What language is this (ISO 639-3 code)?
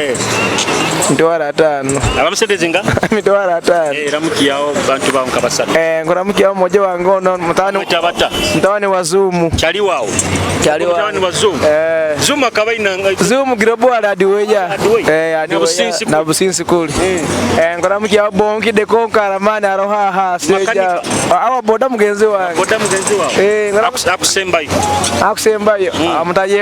nyo